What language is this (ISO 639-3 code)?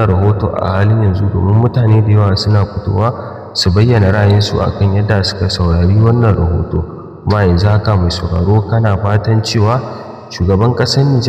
hau